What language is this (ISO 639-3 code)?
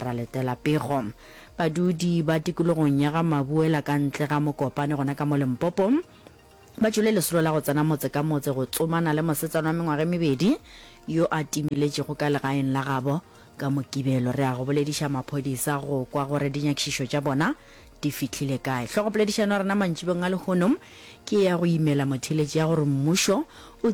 nso